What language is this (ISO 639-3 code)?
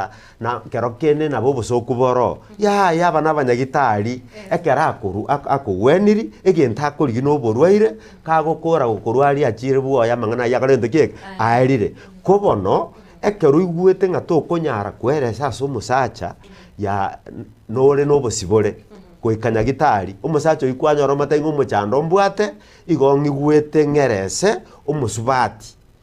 guz